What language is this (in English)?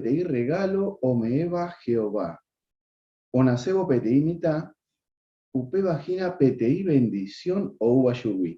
Guarani